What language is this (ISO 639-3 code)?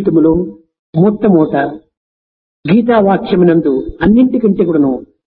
tel